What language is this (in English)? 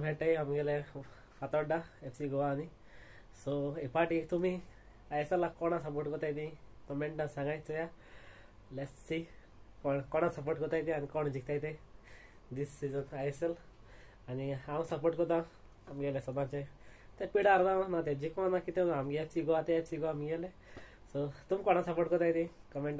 Konkani